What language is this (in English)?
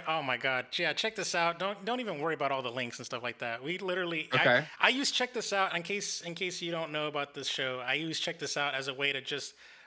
English